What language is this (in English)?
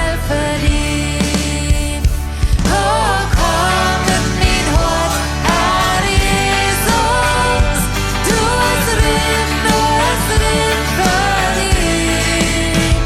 Plautdietsch